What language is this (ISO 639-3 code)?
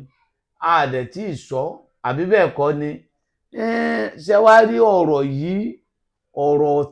yor